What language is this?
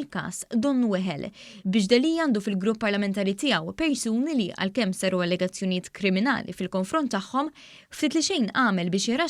Maltese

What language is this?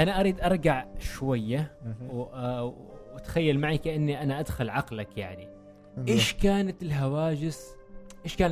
Gulf Arabic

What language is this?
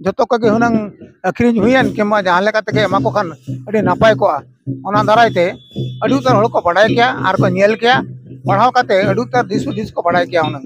Santali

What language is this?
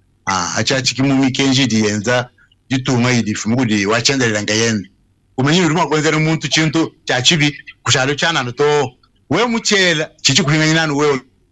Luba-Lulua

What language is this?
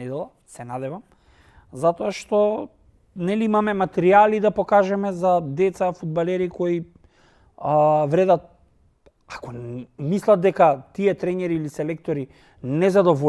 Macedonian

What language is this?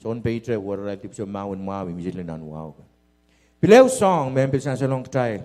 Pohnpeian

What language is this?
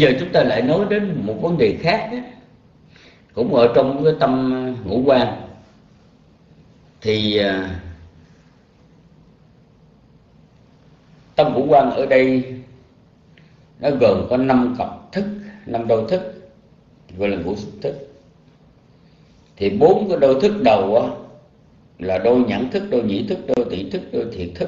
Vietnamese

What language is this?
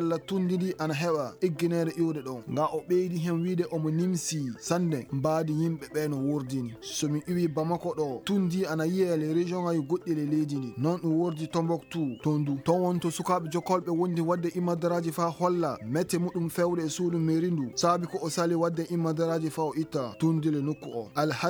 Fula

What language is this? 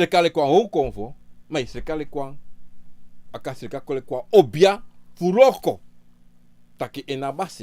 Sranan Tongo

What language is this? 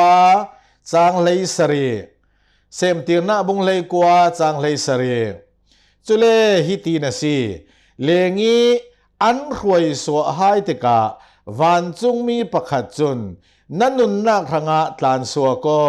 Hakha Chin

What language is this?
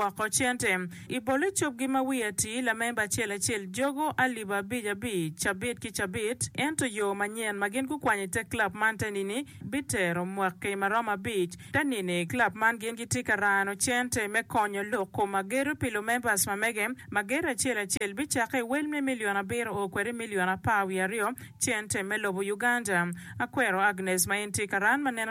Acoli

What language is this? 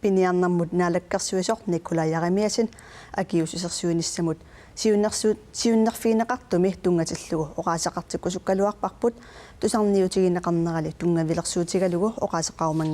Kalaallisut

